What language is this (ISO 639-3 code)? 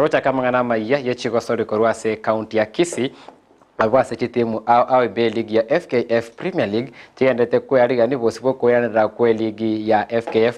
guz